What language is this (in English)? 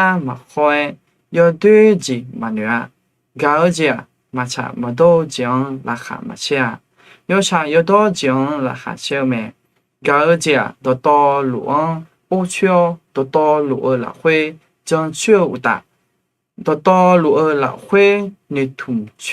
Akha